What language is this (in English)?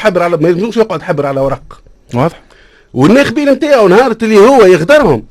Tunisian Arabic